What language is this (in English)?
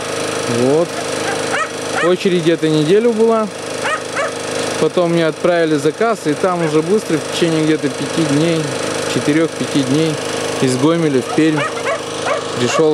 Russian